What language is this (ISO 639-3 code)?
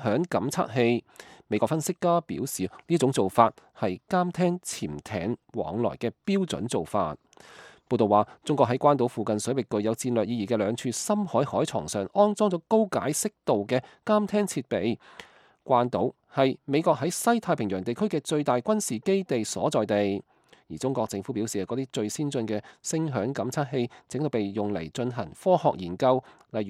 yue